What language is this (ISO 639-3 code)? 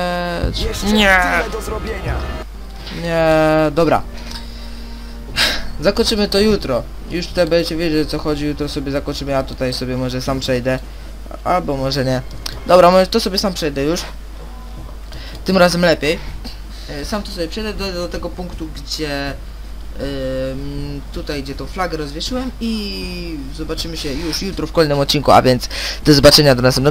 pol